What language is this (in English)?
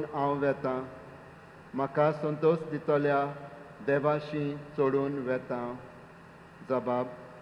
Konkani